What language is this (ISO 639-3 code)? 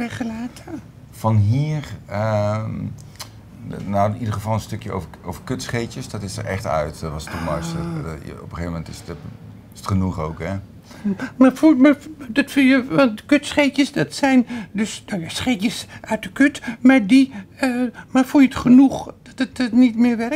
nld